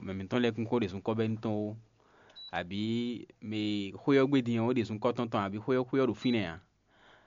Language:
Fon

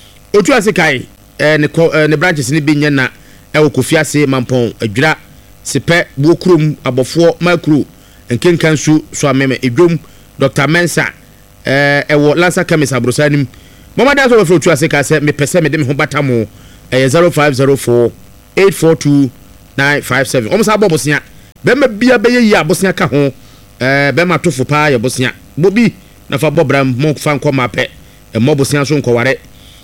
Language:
Akan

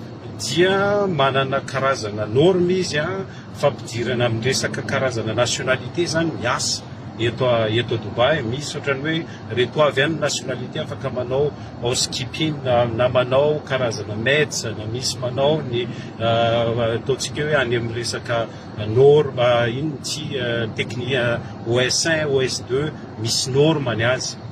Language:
Malagasy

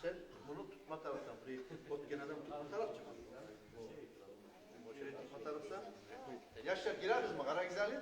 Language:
Kumyk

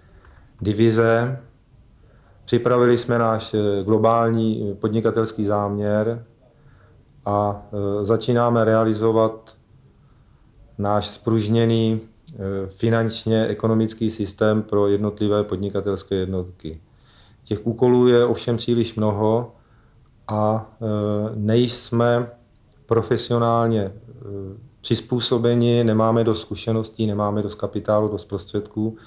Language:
Czech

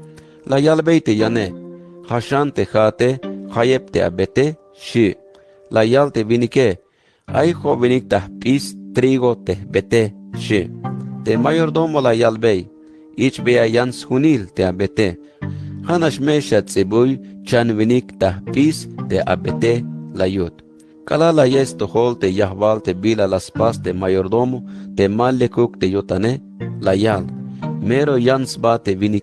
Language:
Tzeltal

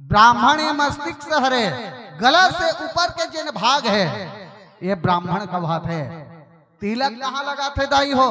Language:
Chhattisgarhi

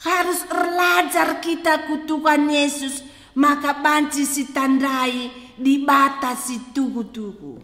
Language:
Batak Karo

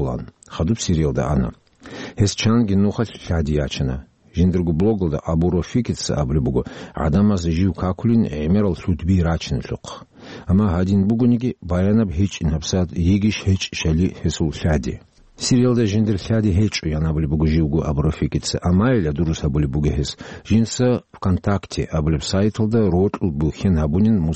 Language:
Avaric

